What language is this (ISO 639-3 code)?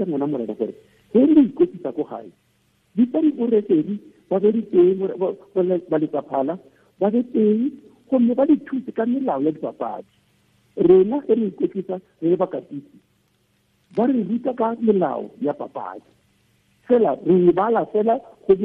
tsn